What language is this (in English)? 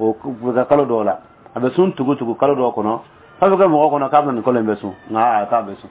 Dyula